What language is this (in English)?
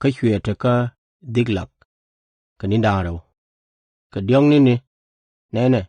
Nuer